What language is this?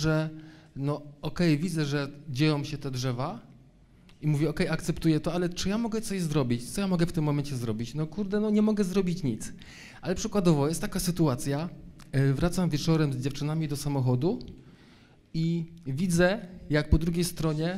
Polish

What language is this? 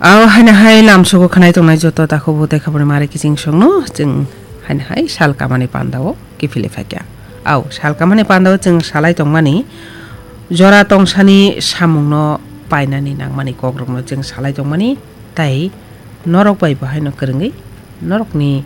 Kok Borok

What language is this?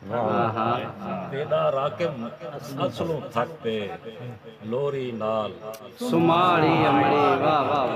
Saraiki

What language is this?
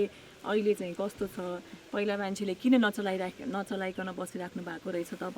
Nepali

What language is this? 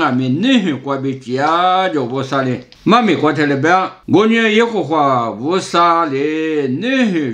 Lisu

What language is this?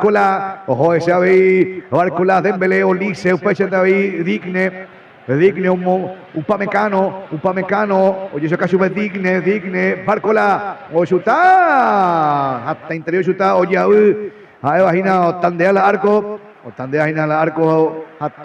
Guarani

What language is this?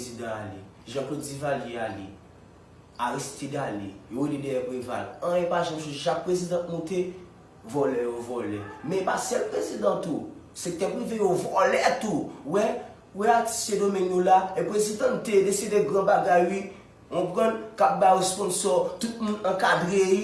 Haitian Creole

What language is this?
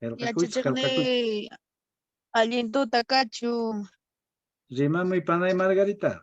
Quechua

